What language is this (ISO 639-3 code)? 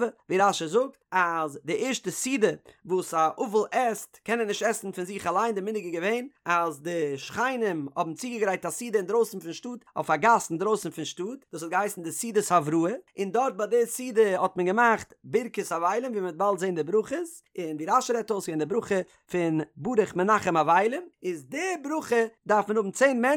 yid